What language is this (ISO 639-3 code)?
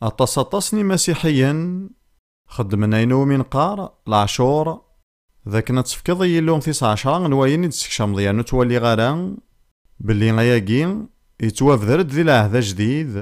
kab